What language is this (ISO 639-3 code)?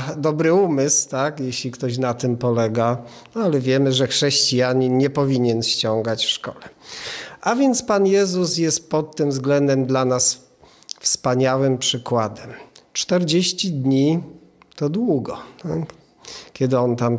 pol